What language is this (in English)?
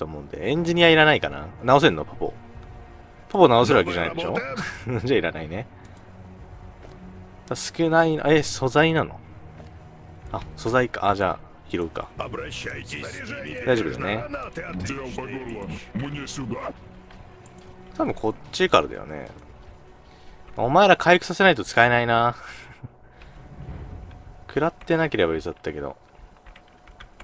Japanese